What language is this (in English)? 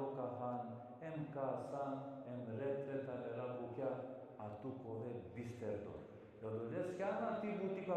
Balkan Romani